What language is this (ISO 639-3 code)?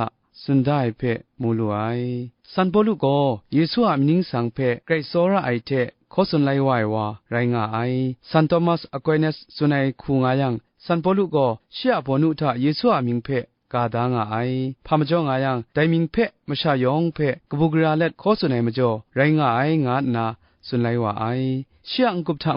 kac